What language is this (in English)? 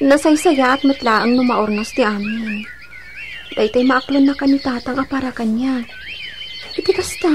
Iloko